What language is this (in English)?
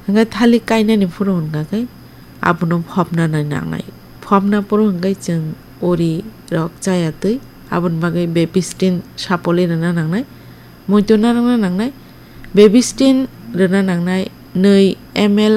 Kok Borok